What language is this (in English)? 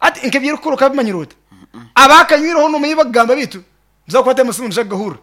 Nyankole